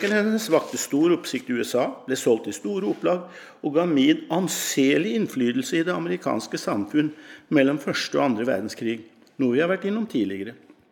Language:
Norwegian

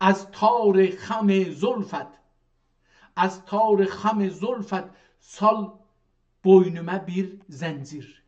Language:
South Azerbaijani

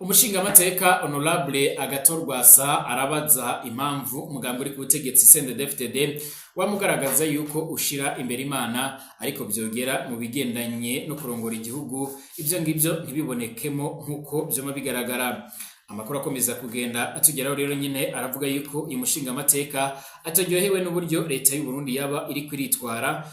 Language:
Rundi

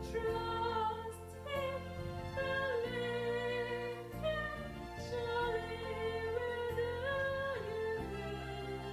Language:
Ewe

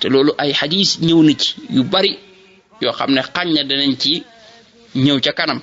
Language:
Wolof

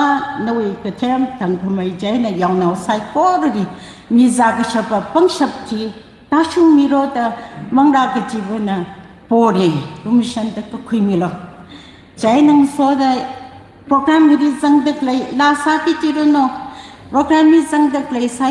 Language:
Tangkhul Naga (India)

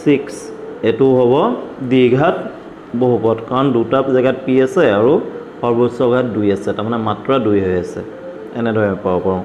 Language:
Assamese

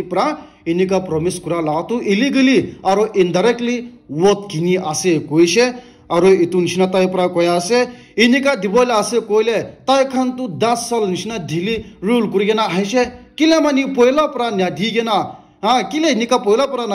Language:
Naga Pidgin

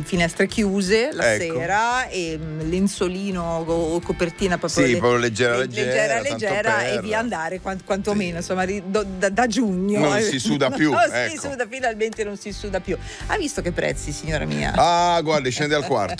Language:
Italian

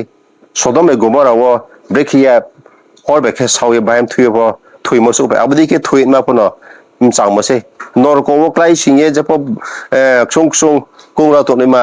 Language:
Riang (India)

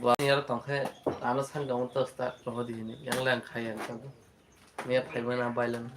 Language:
Kok Borok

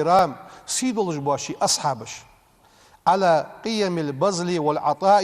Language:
Ingush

